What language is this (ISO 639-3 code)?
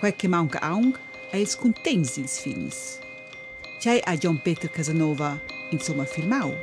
roh